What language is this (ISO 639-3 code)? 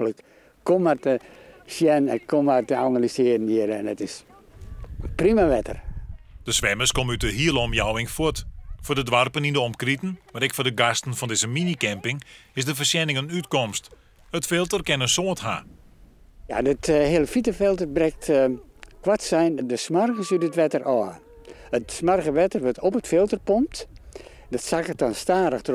fry